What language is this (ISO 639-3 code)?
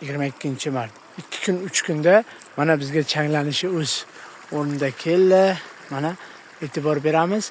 uzb